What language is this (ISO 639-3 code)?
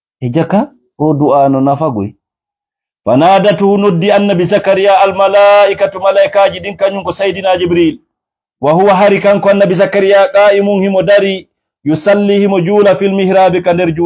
ful